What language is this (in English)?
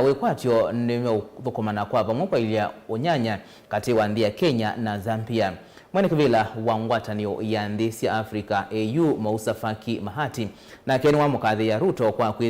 Kamba